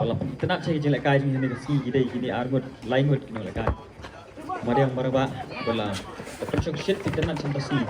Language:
Khasi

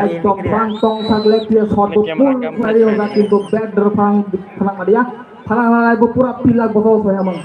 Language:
Kok Borok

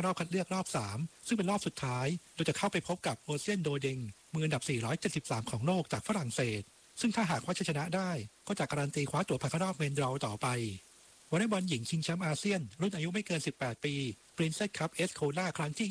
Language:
Thai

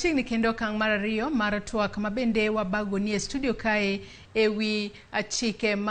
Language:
Luo (Kenya and Tanzania)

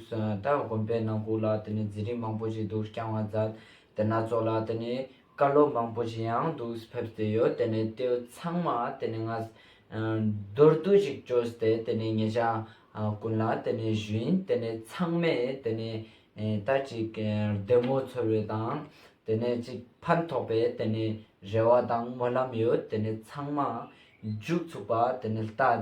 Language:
Ladakhi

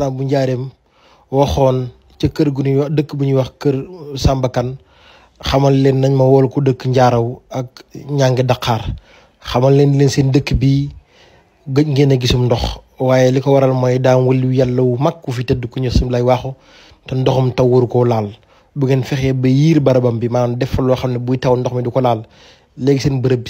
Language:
Wolof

